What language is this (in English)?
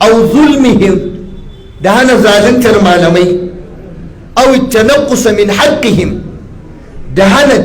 Hausa